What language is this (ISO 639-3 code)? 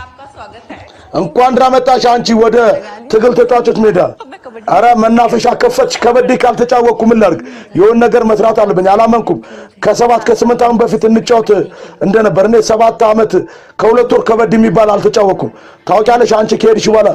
amh